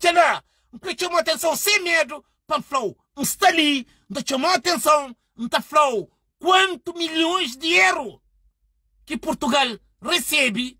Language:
Kabuverdianu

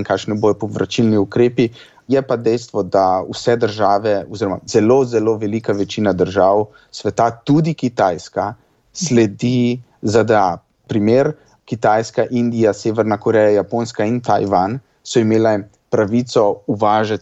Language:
Slovenian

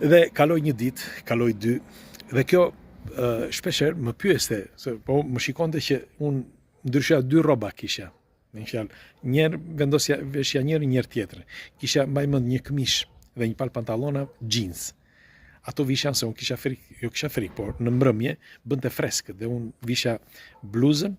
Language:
Albanian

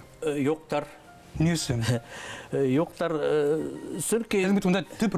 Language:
Bashkir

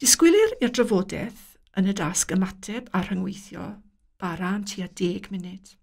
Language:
Welsh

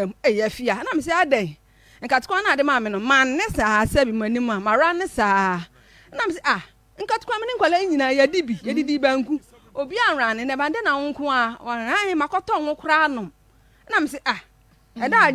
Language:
Akan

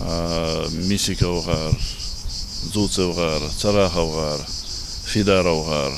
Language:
Ingush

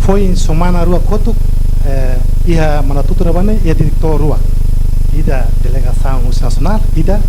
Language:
Tetum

